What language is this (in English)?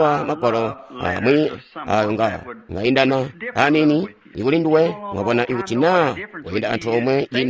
Tonga (Zambia)